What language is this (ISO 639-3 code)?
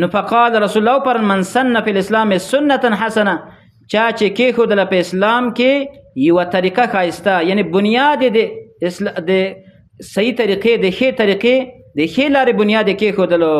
pus